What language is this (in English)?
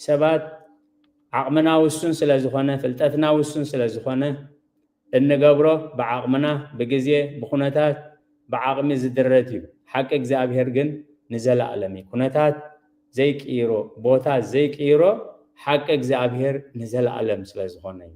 Tigrinya